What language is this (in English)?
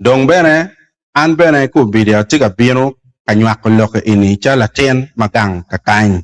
Acoli